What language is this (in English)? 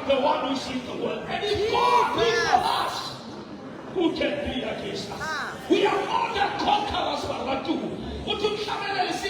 Southern Sotho